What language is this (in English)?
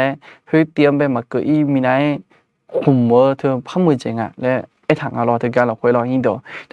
Akha